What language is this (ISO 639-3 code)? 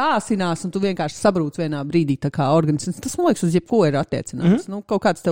lav